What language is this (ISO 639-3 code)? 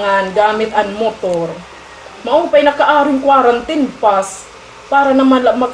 war